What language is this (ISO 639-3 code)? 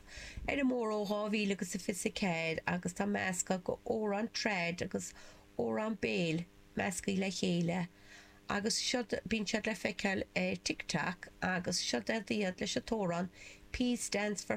gle